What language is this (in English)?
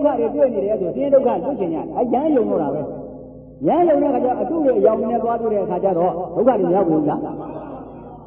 Burmese